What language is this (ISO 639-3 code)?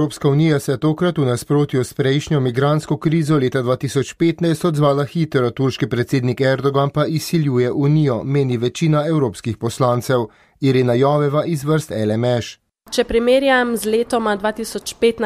slv